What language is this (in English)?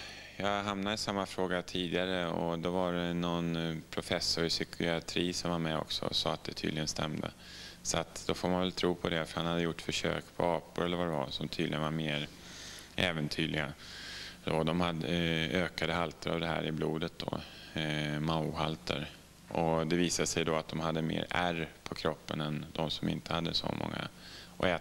Swedish